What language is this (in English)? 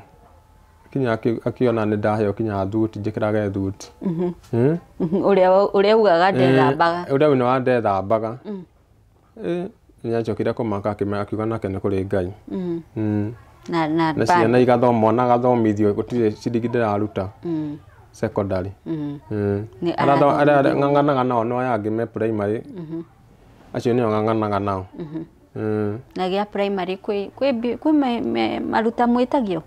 Kikuyu